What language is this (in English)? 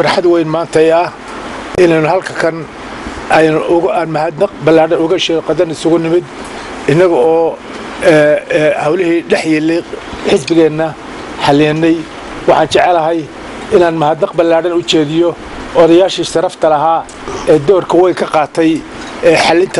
Somali